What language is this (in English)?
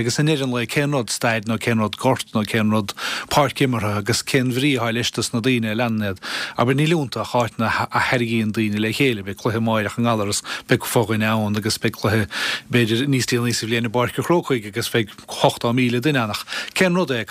Irish